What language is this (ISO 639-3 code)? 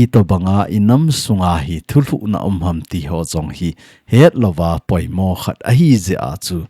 tcz